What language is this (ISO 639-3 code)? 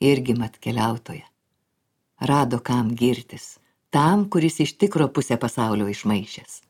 lit